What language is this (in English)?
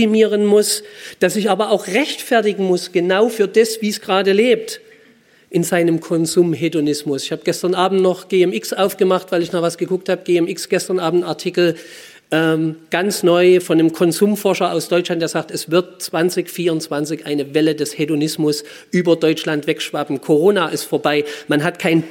German